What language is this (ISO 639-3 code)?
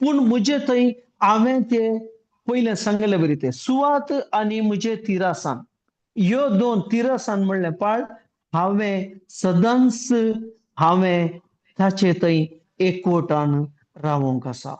kok